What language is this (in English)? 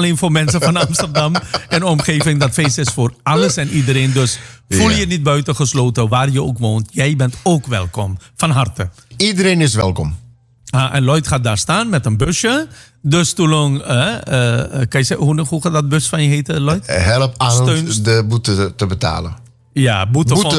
Dutch